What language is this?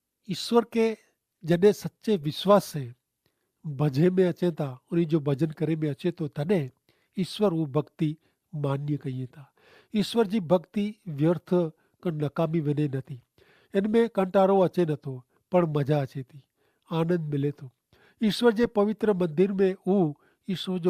Kachhi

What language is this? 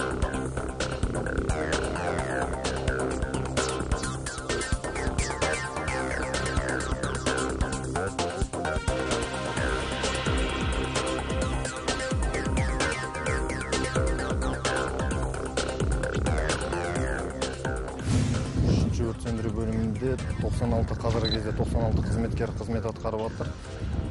Kazakh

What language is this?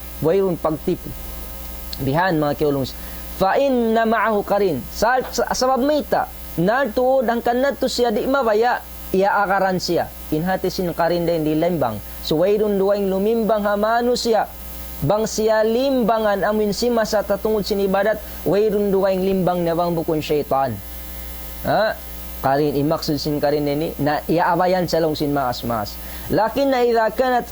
Tausug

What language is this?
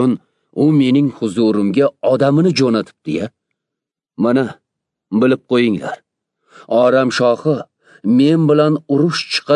Uzbek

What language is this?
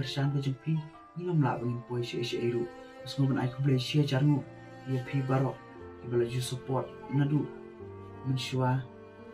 Khasi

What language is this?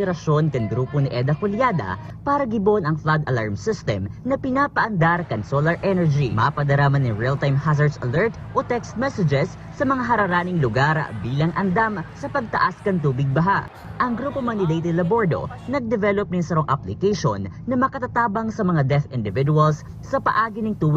Bikol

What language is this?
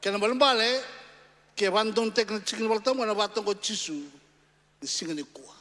Fijian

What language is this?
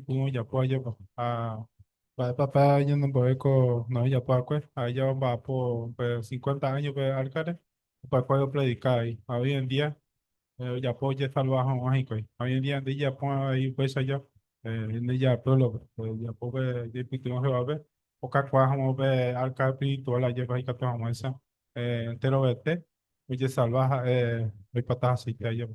Guarani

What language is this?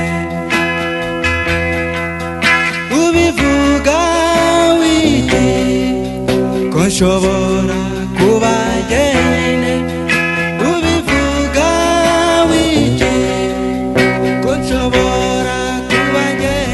Kinyarwanda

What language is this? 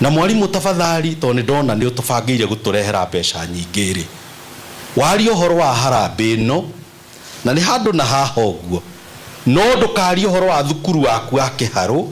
Kikuyu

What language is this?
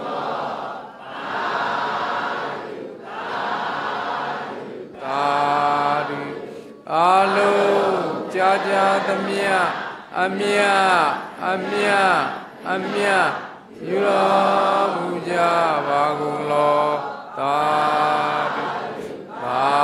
Burmese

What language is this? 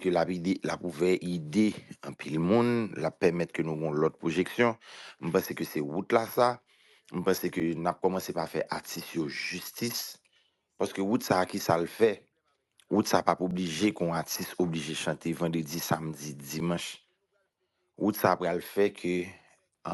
Haitian Creole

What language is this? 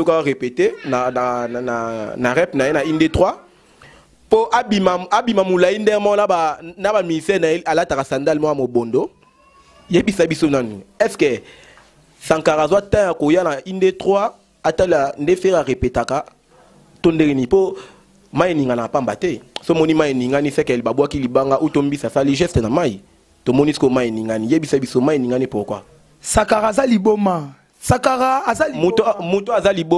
Lingala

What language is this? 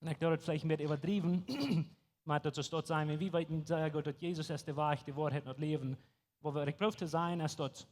Plautdietsch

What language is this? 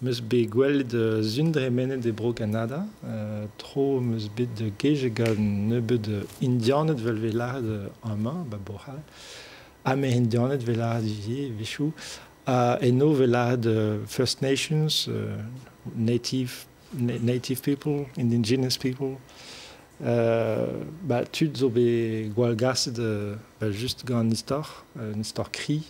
Breton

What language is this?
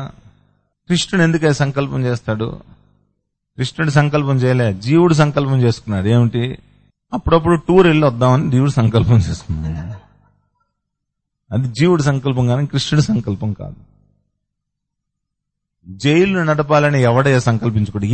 Telugu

